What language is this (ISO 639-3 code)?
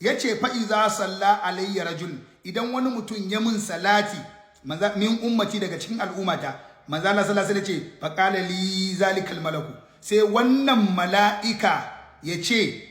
hau